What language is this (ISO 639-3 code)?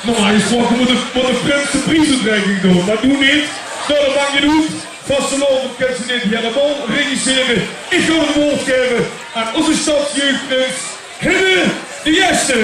lim